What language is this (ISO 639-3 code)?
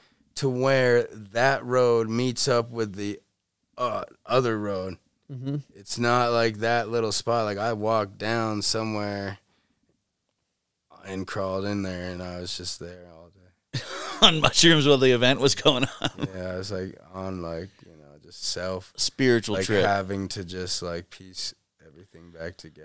eng